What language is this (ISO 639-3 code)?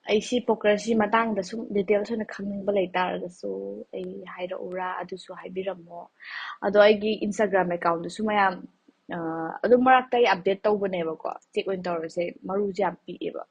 mni